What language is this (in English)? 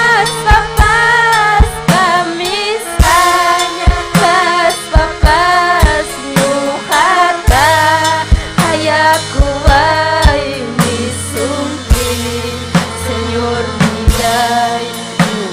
Ayacucho Quechua